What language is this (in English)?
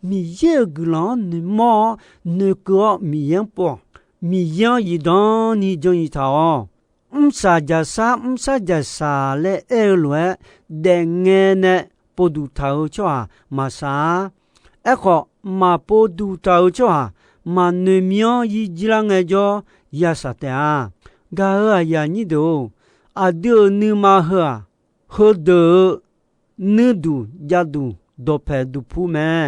Akha